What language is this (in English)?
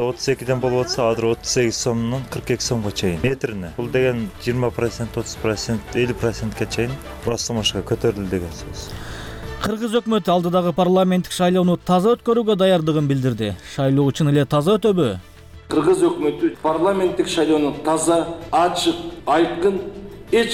Kyrgyz